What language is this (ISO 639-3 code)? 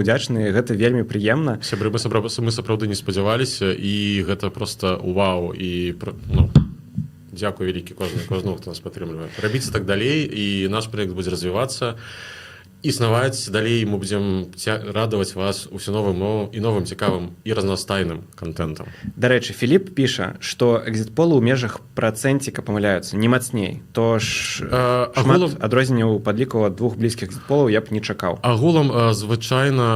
bel